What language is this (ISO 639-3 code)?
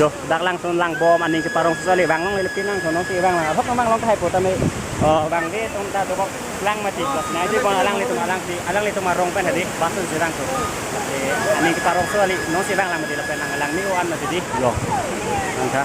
mjw